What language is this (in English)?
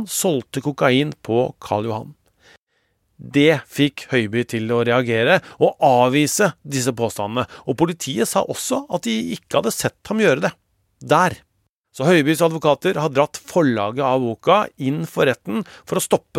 Norwegian